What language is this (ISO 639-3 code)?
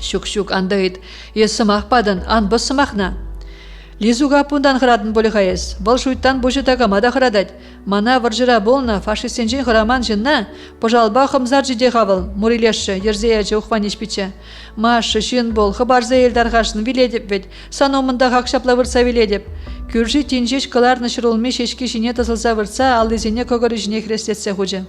chv